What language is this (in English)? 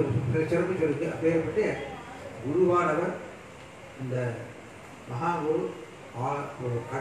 Tamil